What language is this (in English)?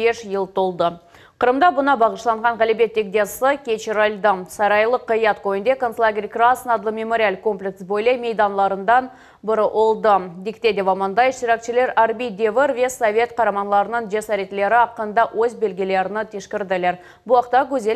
Crimean Tatar